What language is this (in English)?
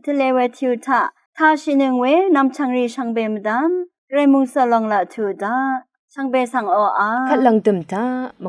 Rawang